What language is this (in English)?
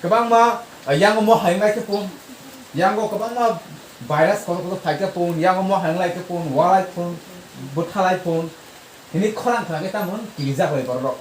Kok Borok